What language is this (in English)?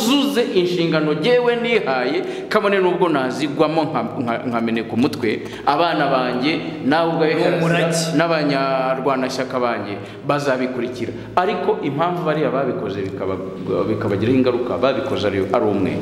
Kinyarwanda